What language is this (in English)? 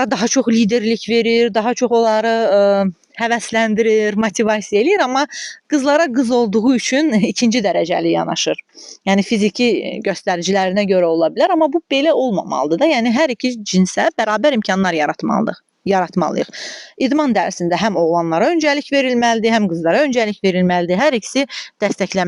Azerbaijani